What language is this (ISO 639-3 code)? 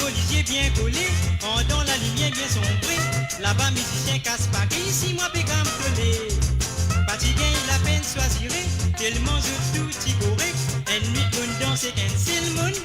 mfe